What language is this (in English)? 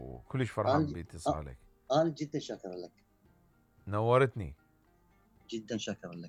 Mesopotamian Arabic